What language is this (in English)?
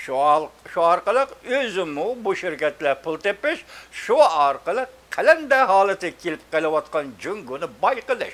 Uyghur